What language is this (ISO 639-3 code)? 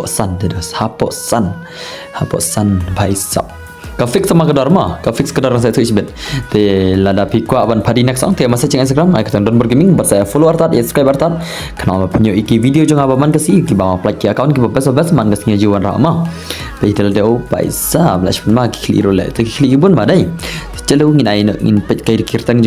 kha